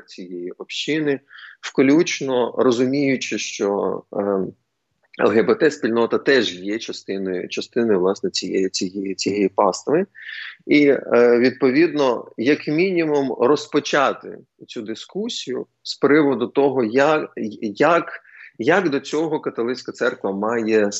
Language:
Ukrainian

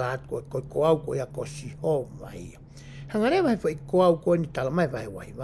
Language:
Tongan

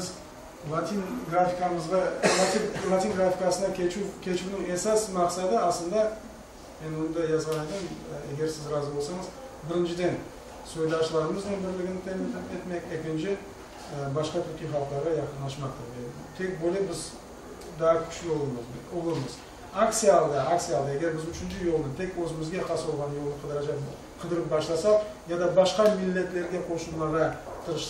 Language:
Crimean Tatar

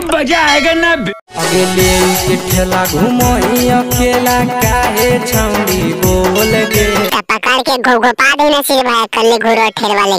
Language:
Magahi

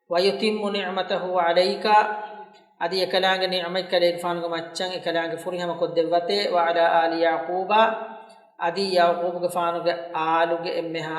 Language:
Divehi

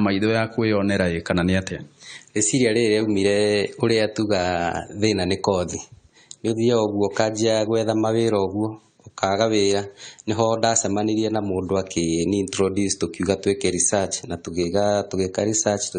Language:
Kikuyu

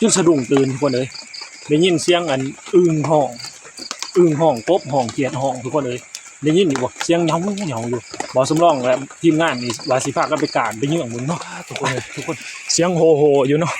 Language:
Northeastern Thai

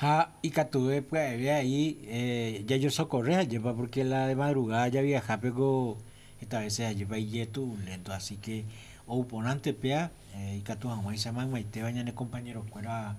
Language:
Guarani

